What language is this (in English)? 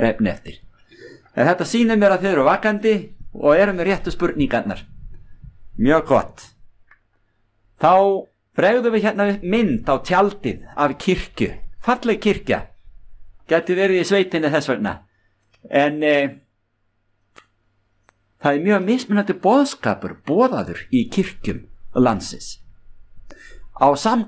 Icelandic